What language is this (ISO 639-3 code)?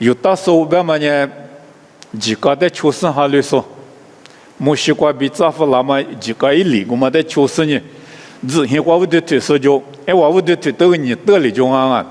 lis